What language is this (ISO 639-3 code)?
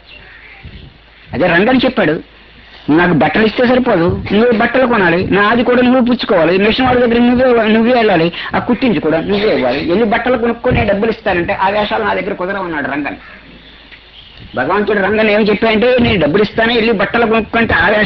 tel